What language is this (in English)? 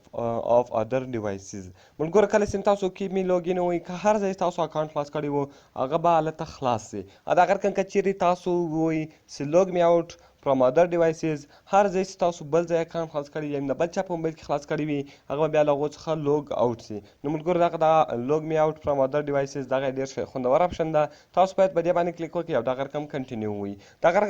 Pashto